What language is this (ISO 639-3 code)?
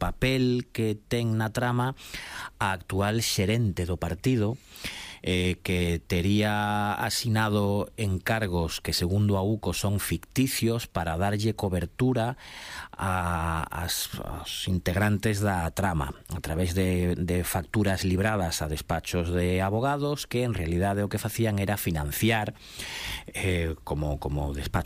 glg